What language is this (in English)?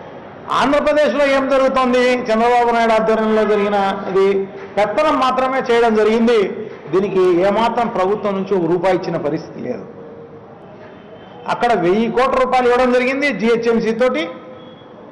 Telugu